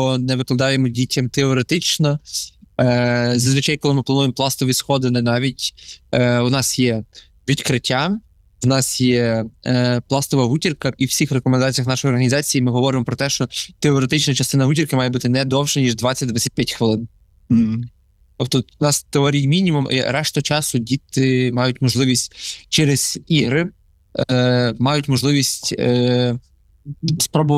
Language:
Ukrainian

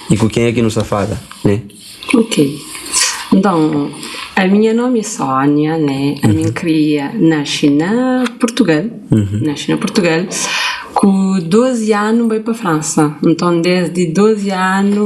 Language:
Kabuverdianu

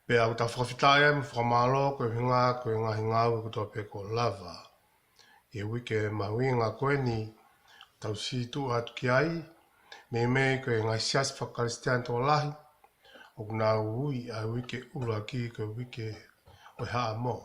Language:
Tongan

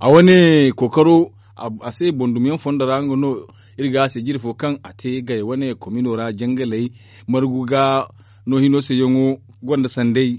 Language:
Zarma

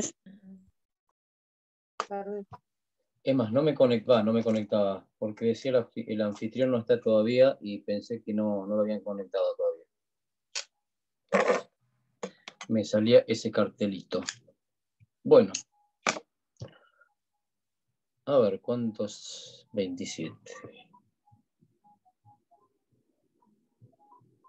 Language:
Spanish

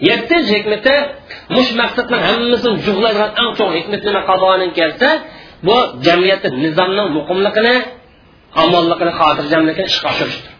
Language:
Uyghur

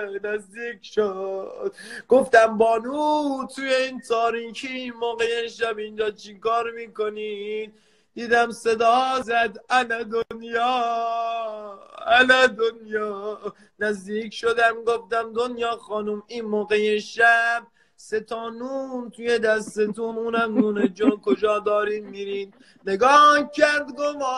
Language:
Persian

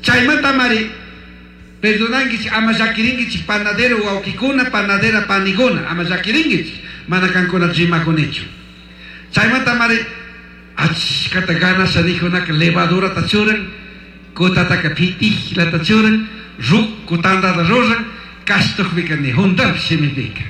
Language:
Chimborazo Highland Quichua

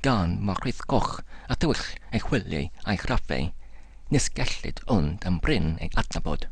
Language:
Welsh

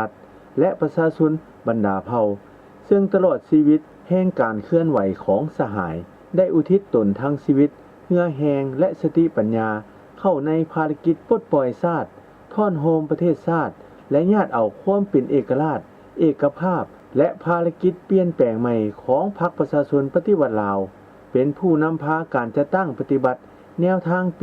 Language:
Lao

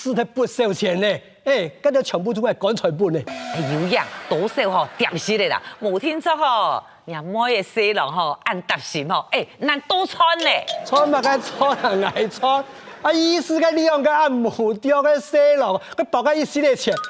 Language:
Hakka Chinese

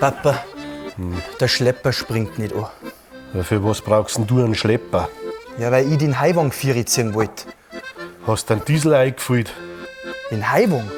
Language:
Bavarian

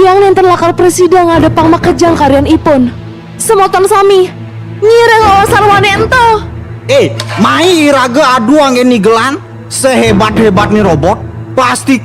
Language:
Balinese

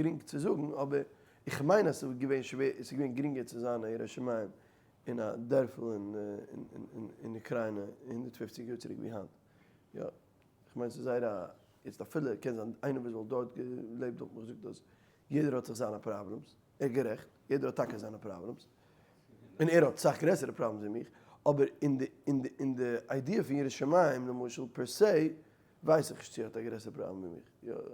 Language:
Yiddish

